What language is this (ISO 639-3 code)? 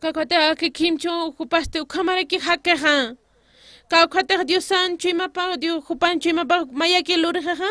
aym